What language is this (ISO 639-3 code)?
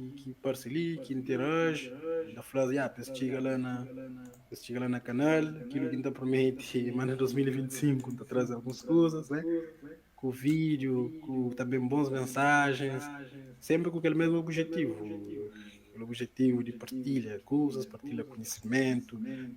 kea